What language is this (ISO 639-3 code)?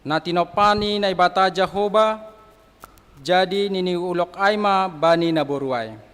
bts